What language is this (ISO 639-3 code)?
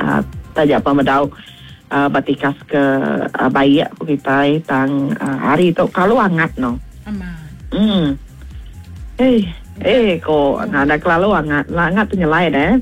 iba